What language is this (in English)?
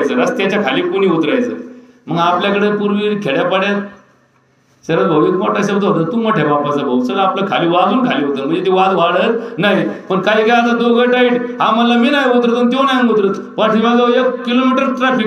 Marathi